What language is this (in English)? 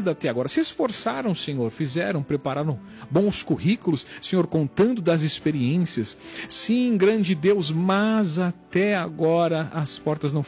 Portuguese